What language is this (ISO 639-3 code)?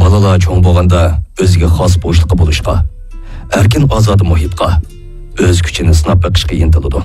uig